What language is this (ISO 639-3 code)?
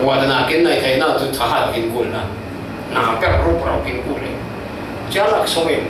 cfm